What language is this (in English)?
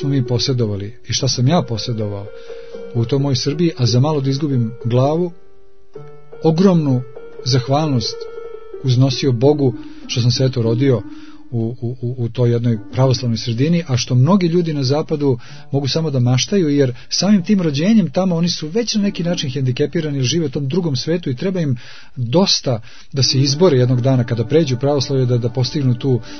Serbian